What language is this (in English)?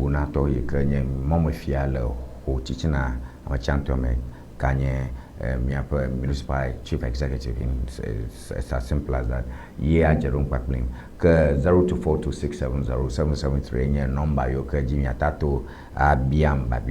Ewe